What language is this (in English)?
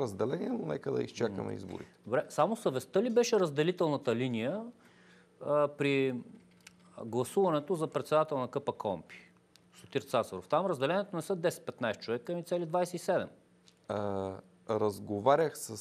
Bulgarian